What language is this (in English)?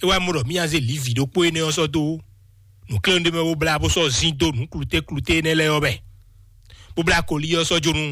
Fon